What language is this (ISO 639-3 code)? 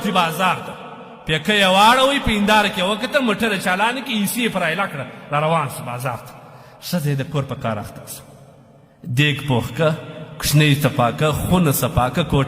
pus